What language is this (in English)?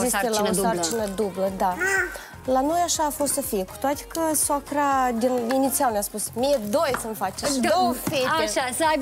Romanian